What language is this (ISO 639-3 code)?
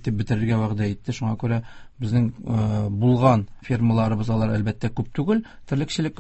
tat